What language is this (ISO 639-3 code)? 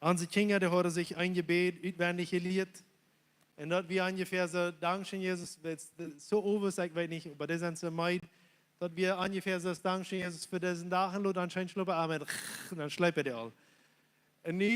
pdt